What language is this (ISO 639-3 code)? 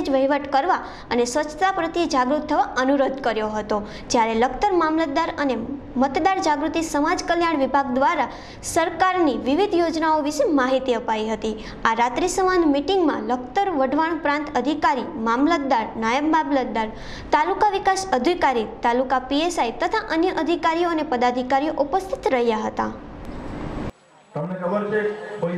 guj